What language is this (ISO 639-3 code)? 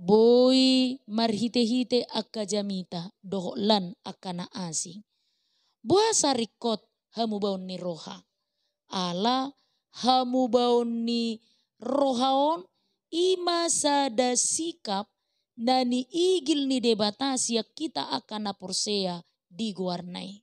bbc